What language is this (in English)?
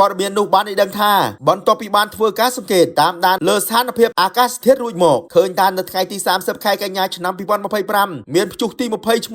Khmer